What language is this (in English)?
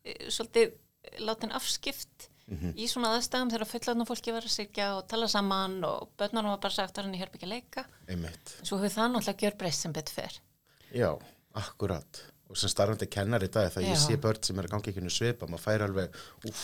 Icelandic